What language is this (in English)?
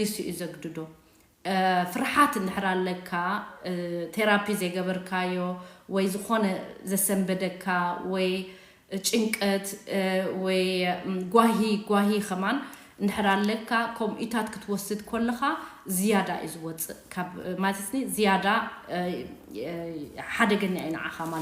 Tigrinya